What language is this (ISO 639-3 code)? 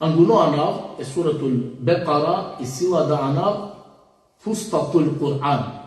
rmn